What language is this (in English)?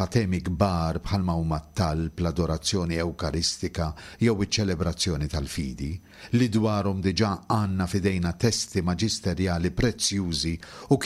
Maltese